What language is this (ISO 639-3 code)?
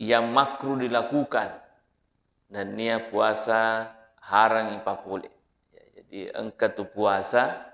bug